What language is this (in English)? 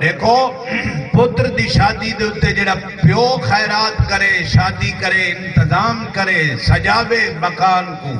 Saraiki